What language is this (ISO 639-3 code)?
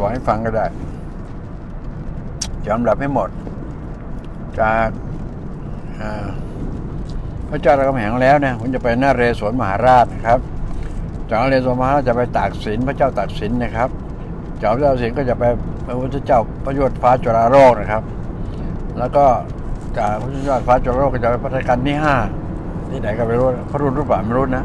tha